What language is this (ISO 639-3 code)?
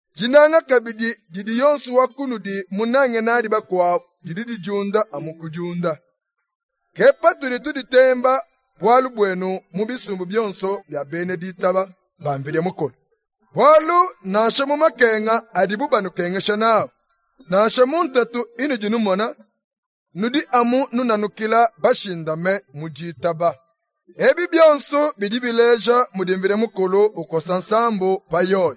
lua